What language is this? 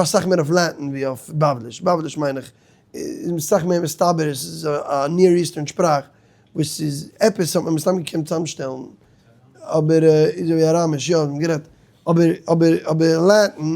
Yiddish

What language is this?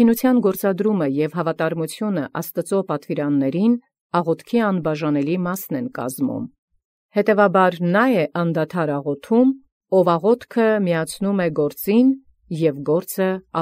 Armenian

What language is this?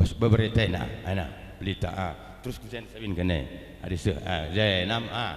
Batak Karo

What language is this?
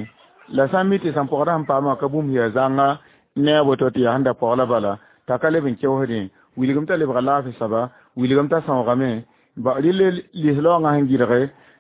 Mossi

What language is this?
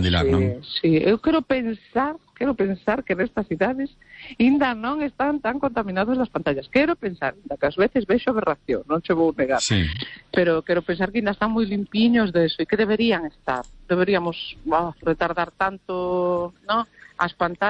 Galician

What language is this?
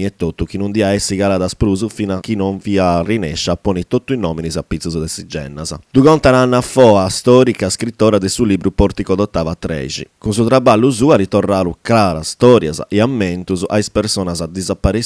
Sardinian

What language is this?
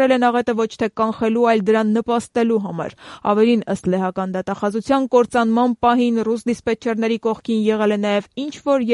Armenian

